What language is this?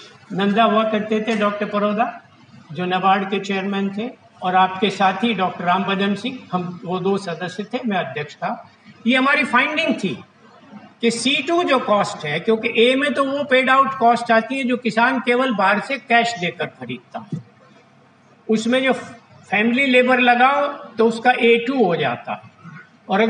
Hindi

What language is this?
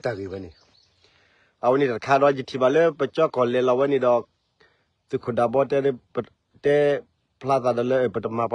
S'gaw Karen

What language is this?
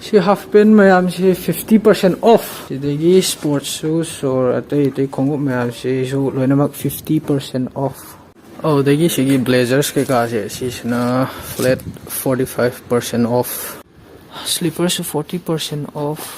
Manipuri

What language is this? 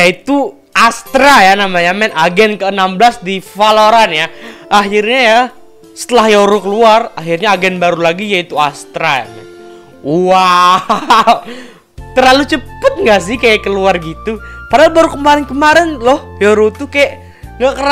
Indonesian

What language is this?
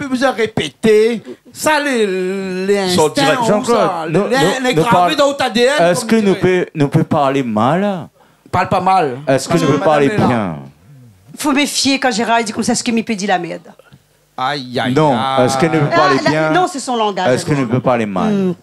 Réunion Creole French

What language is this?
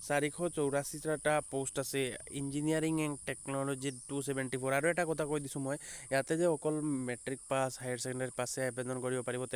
Assamese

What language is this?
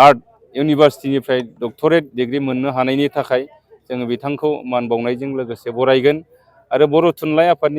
Bodo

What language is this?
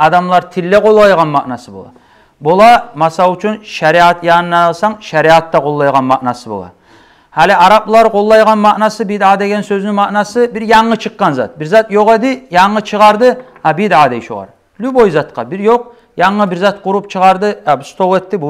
Kumyk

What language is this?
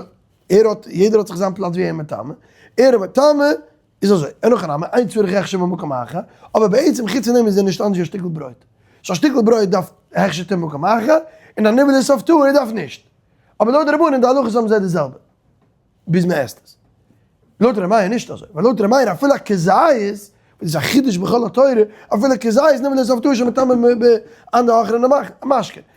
Yiddish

